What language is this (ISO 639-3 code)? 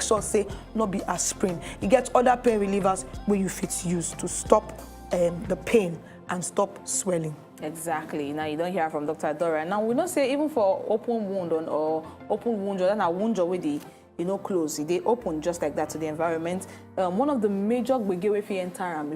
pcm